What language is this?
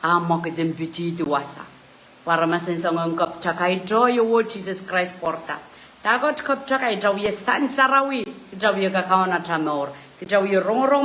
Pohnpeian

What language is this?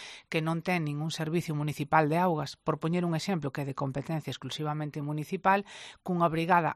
Galician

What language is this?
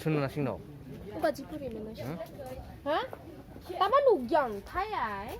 Kok Borok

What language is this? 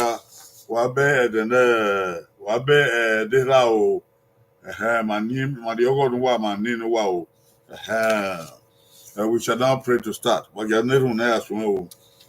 Bini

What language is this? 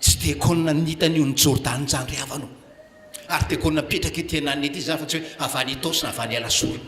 Malagasy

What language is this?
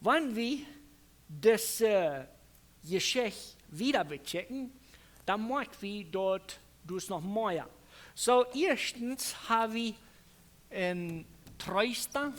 Plautdietsch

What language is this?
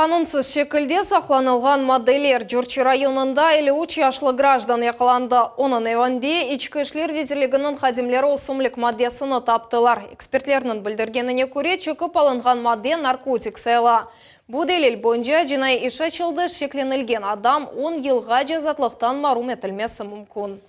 Crimean Tatar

